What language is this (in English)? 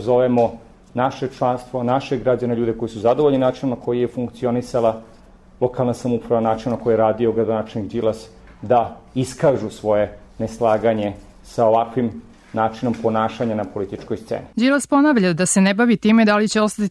Serbian